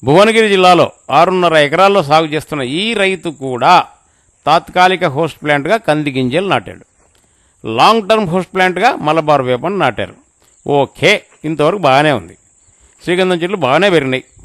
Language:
Telugu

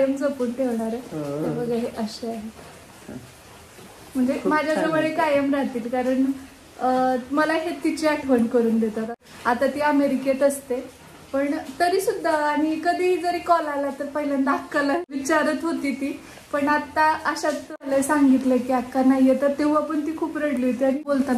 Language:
Marathi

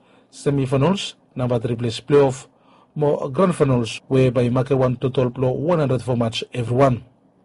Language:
Bislama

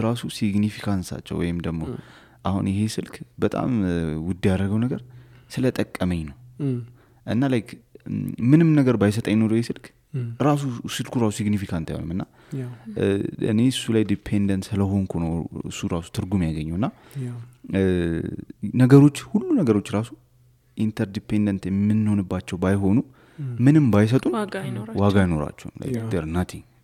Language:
Amharic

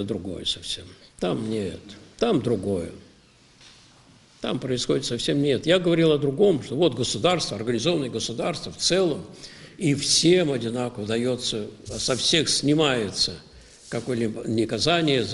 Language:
Russian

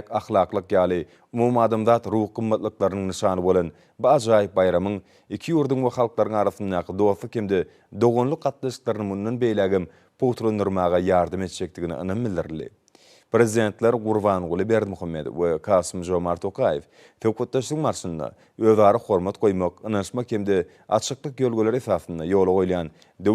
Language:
Turkmen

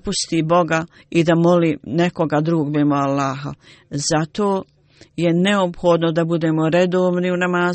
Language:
Bosnian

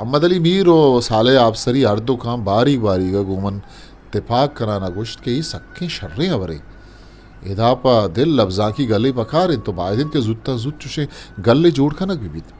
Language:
Eastern Balochi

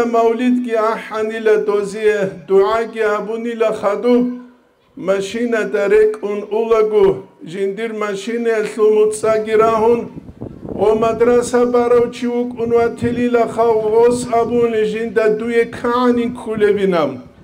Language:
Avaric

